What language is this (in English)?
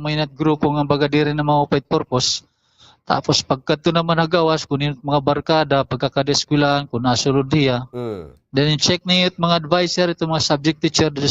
Waray